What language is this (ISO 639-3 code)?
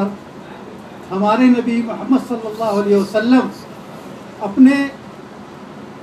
urd